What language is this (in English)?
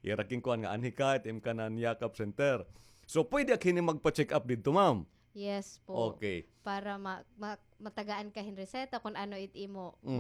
Waray